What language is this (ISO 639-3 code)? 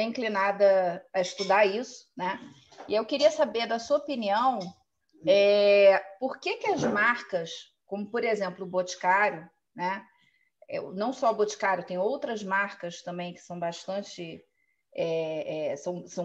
por